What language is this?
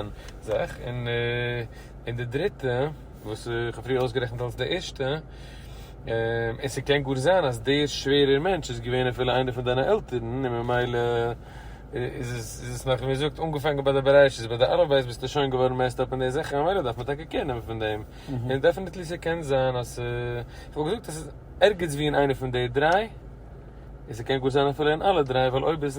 Yiddish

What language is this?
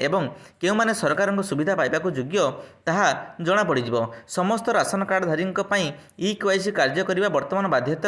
Odia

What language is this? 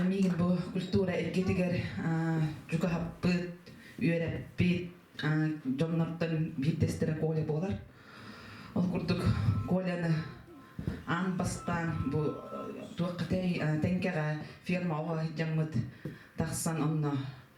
Yakut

